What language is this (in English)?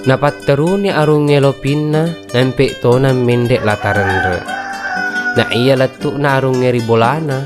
Buginese